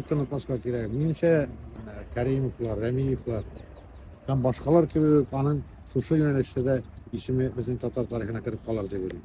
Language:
Tatar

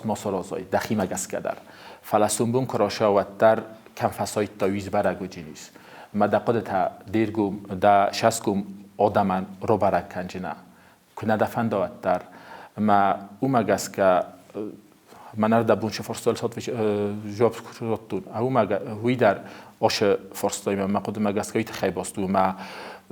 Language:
Ossetic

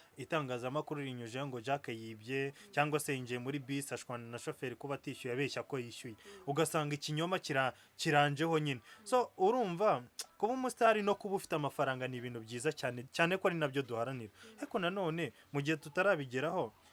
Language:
Kinyarwanda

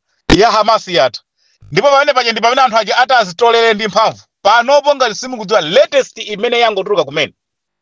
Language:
Nyanja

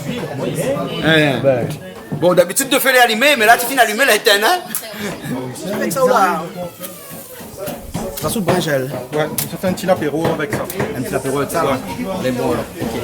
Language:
Réunion Creole French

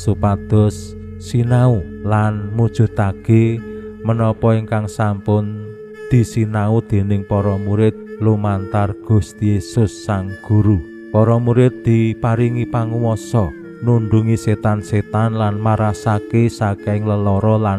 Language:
Javanese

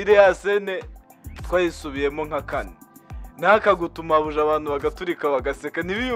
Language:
Kinyarwanda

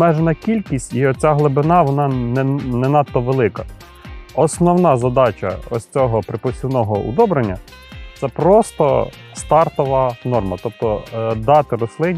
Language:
Ukrainian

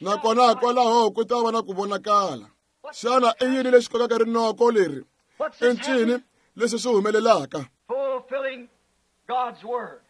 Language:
Tsonga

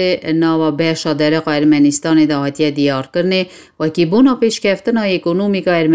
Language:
Kurdish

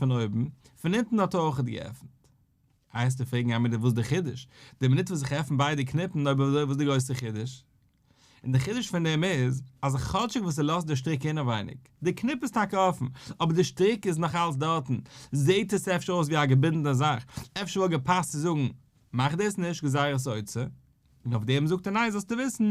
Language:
Yiddish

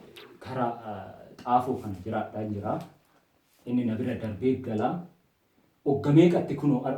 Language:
Oromo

